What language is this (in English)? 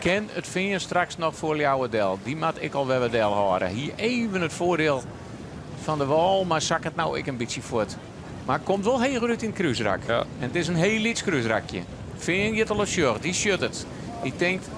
Western Frisian